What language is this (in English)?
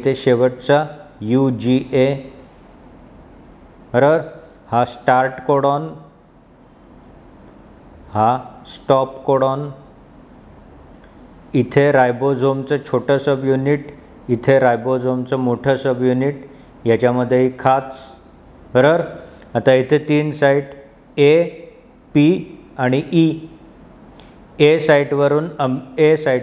Marathi